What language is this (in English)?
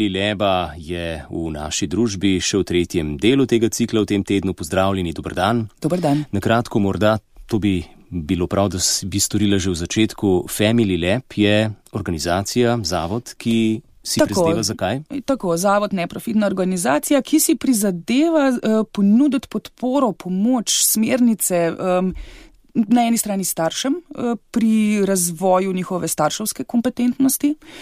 Slovenian